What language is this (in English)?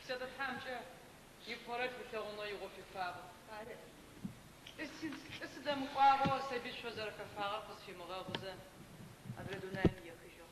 Adyghe